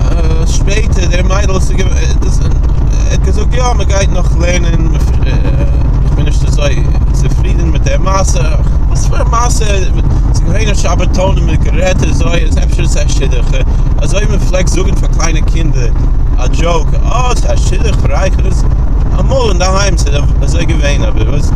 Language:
Yiddish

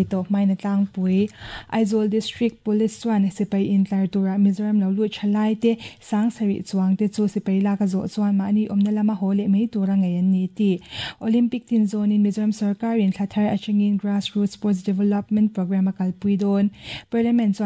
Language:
Mizo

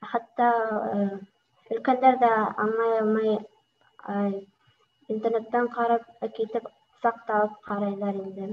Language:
Bashkir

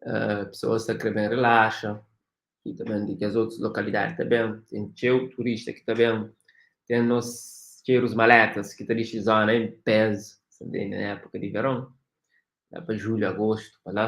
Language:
Kabuverdianu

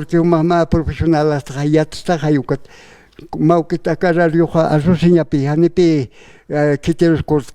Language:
Aymara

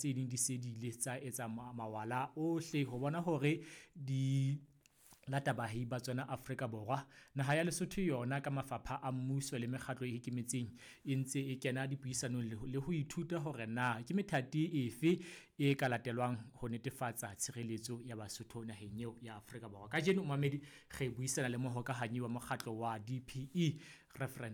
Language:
Southern Sotho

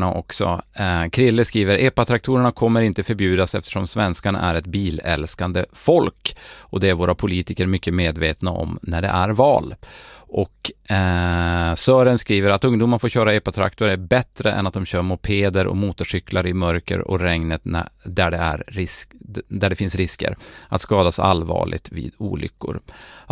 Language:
Swedish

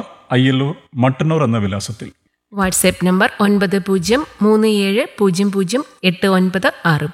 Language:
Malayalam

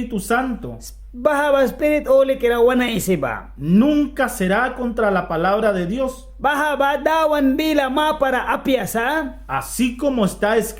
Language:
Mískito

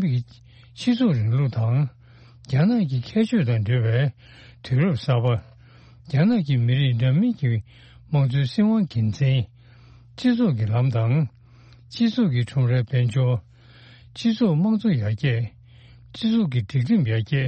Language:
Tibetan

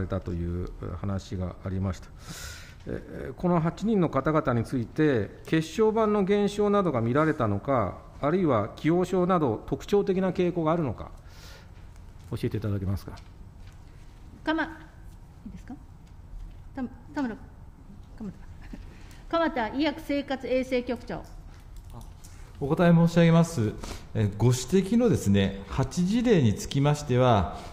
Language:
Japanese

